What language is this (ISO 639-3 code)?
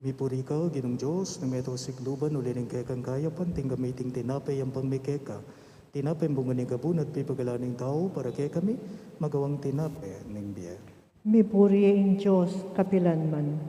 pam